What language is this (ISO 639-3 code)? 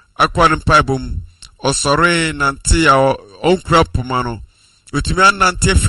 aka